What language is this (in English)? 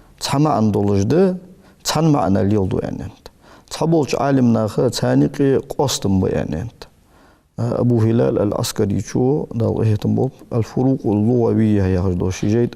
Ingush